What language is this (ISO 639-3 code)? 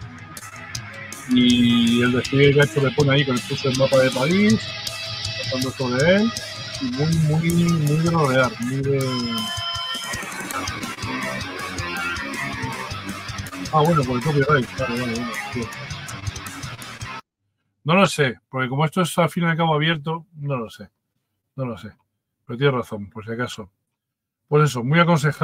spa